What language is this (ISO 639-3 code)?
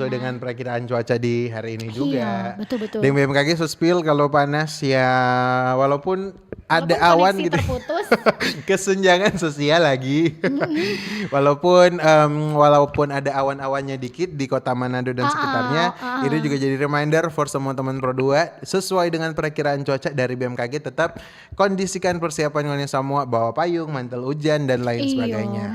xmm